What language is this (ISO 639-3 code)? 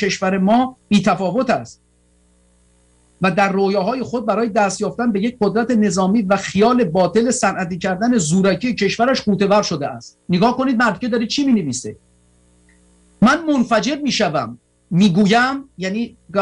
fas